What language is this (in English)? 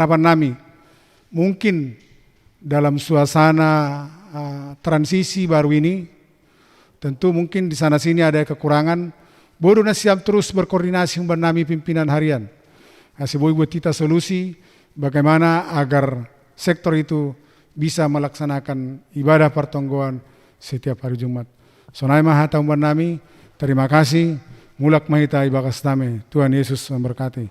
Batak Simalungun